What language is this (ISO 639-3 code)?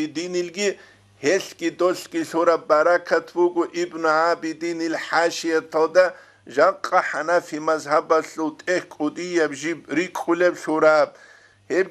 ava